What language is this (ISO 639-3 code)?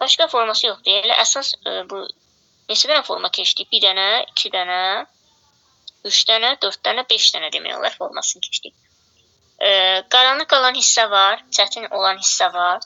aze